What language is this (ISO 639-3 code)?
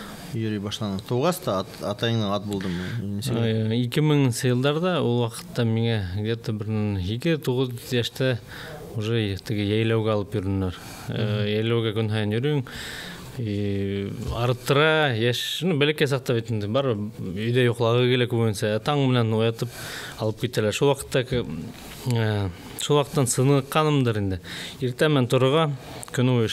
bak